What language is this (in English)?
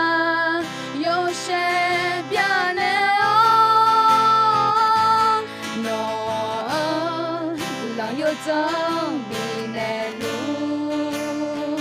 Akha